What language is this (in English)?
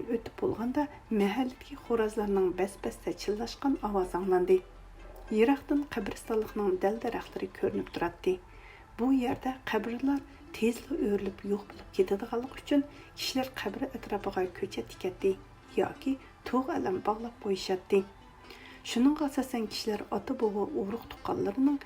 Uyghur